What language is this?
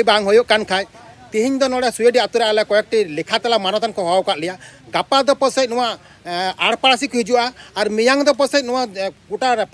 Santali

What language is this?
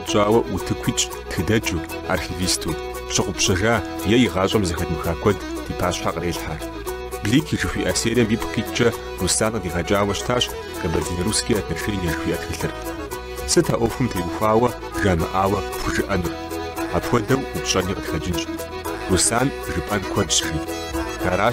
Kabardian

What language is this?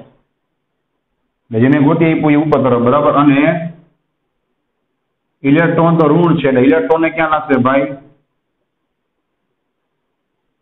Gujarati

